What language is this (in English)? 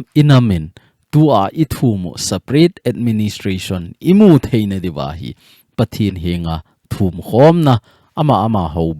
Thado Chin